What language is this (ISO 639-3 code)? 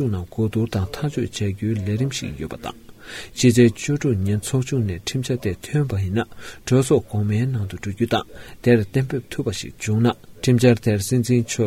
bod